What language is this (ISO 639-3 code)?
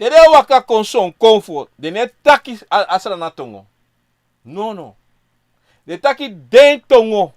srn